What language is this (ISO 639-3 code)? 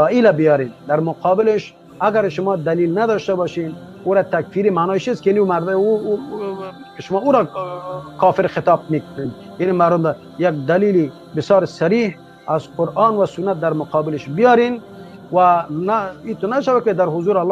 fas